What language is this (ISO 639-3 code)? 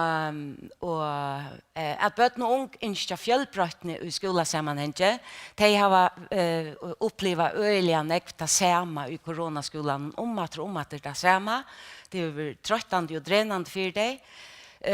fao